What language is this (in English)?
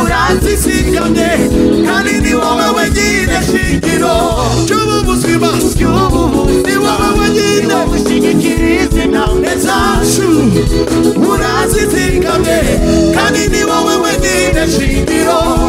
Kinyarwanda